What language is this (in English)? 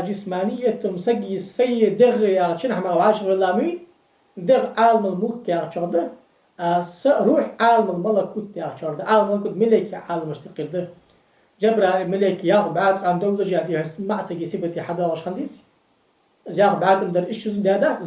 Ingush